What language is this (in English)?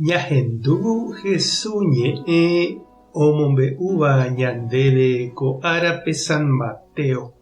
Guarani